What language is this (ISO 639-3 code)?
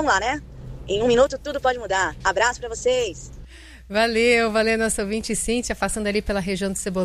por